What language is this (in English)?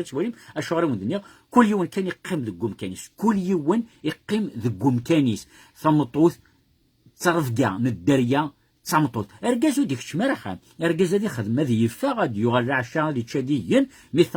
Kabyle